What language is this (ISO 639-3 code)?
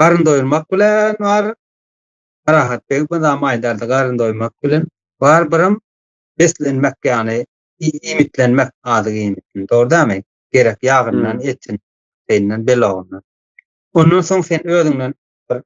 tuk